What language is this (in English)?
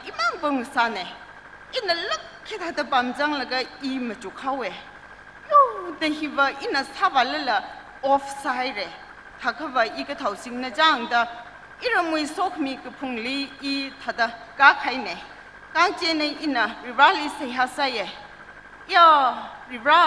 Tangkhul Naga (India)